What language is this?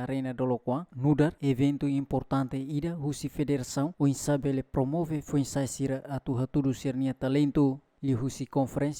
Tetum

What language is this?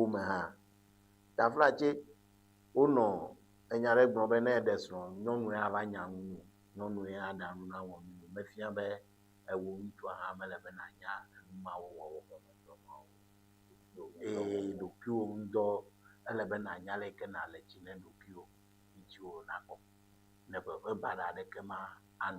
Ewe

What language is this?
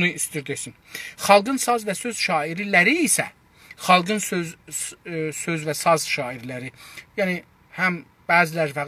South Azerbaijani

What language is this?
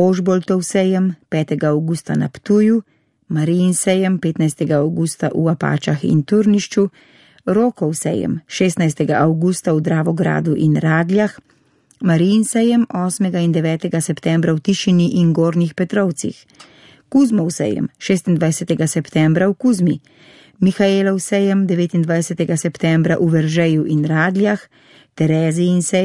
Slovenian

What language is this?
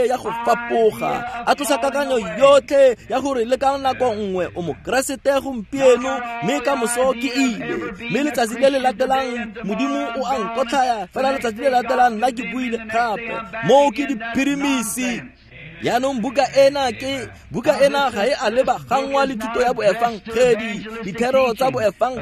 Tswana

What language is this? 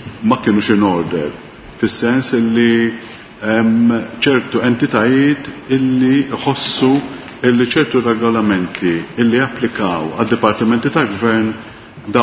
Maltese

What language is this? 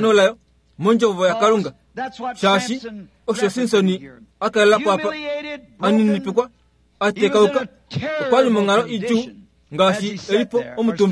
Kuanyama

